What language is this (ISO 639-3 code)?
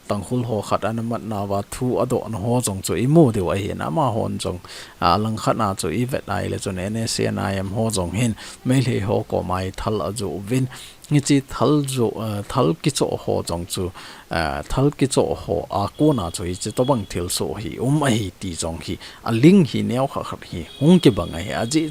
tcz